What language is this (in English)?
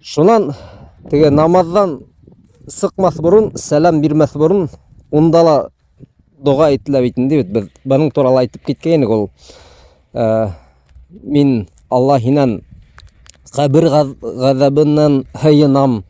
Bashkir